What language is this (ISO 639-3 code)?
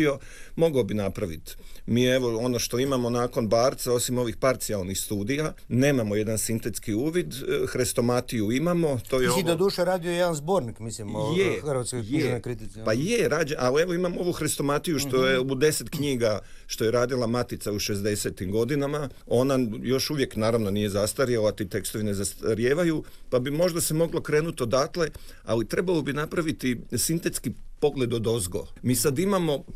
hrv